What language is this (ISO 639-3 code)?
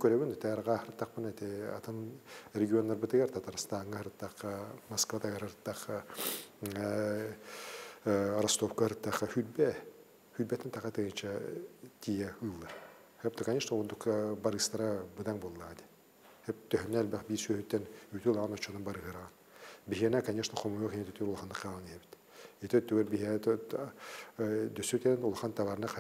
sah